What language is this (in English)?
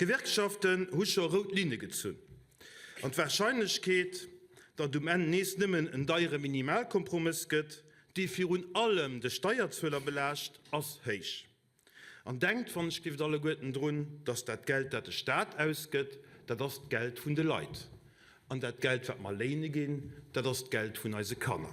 Luxembourgish